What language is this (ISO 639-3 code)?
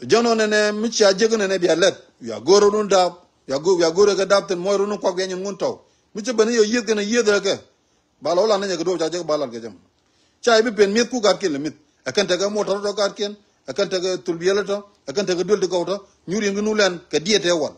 nus